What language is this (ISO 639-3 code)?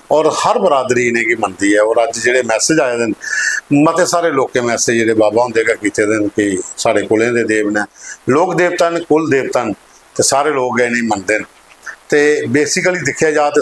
doi